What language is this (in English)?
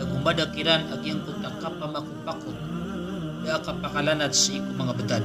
Maranao